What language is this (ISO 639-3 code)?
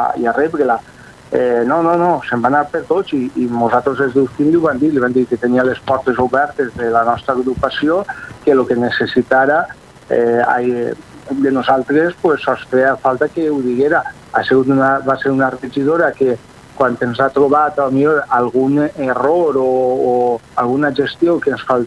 cat